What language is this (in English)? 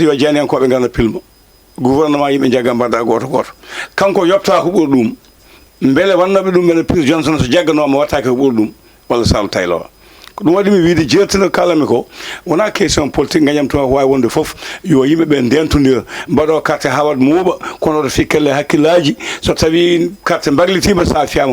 Fula